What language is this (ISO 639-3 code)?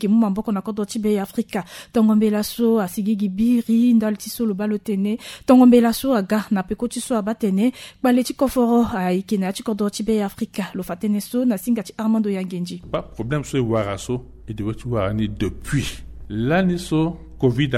sag